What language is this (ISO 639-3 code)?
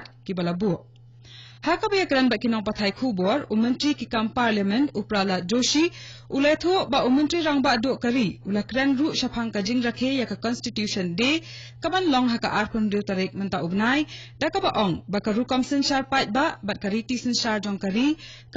kha